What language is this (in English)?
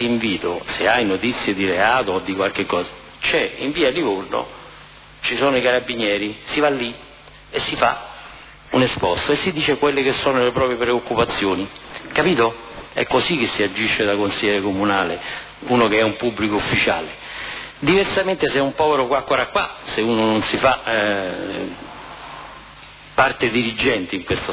Italian